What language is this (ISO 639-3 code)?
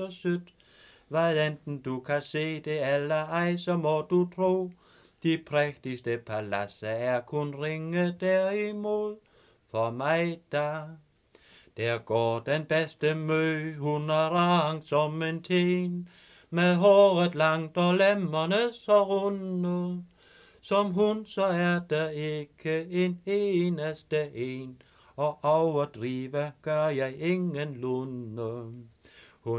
dan